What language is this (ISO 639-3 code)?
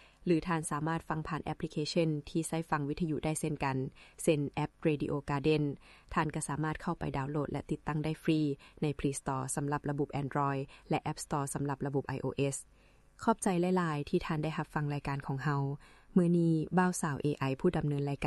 lao